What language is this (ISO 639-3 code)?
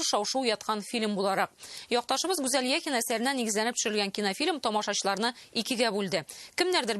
tat